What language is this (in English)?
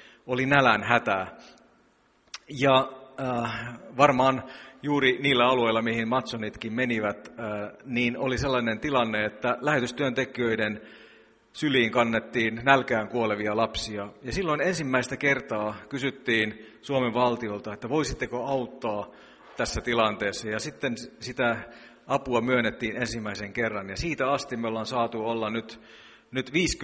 Finnish